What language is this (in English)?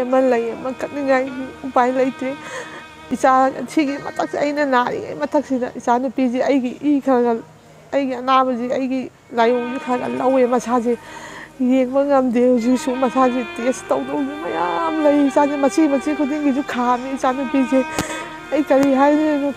Manipuri